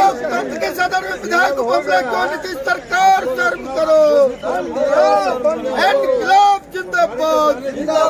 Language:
Hindi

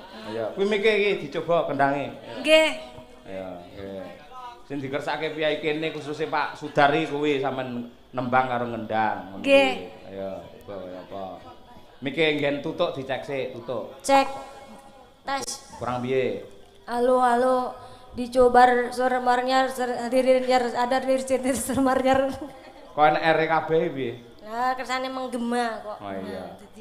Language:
Javanese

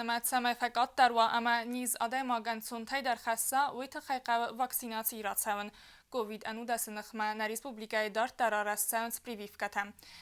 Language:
Ossetic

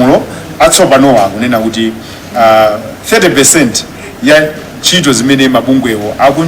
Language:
Nyanja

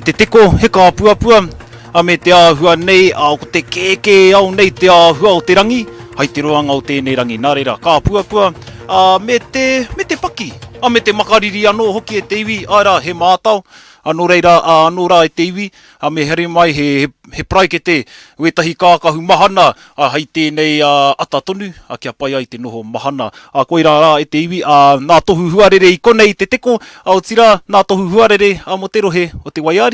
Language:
Māori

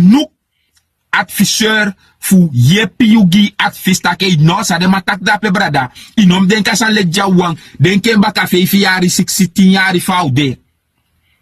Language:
Sranan Tongo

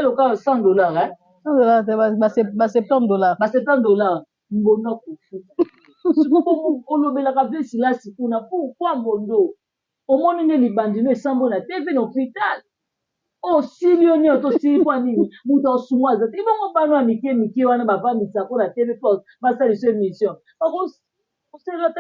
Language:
Lingala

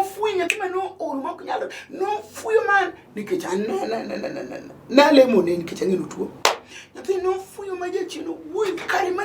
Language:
Luo (Kenya and Tanzania)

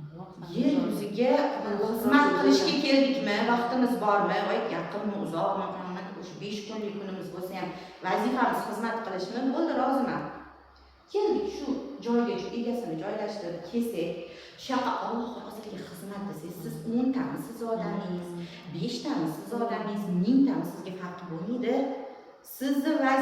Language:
Uzbek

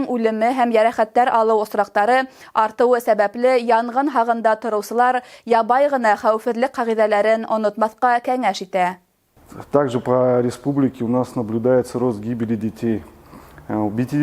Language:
Bashkir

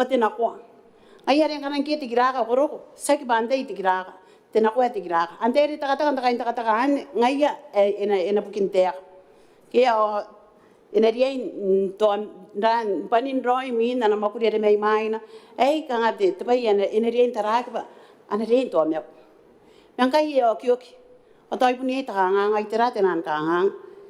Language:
Gilbertese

